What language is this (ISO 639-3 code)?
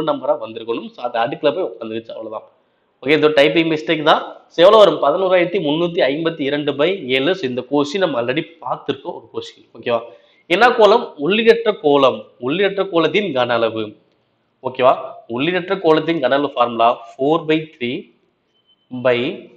tam